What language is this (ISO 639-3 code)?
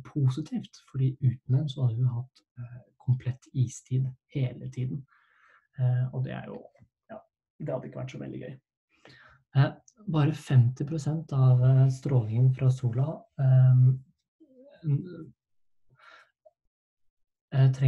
nor